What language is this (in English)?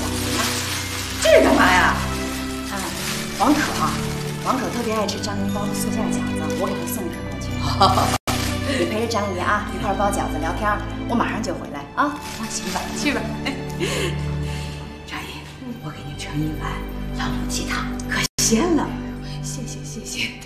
Chinese